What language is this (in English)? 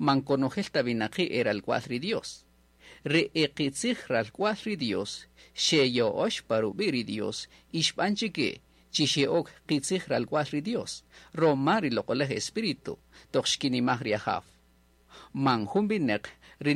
Kaqchikel